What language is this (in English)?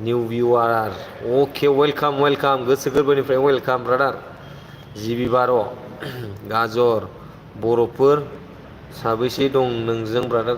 Bodo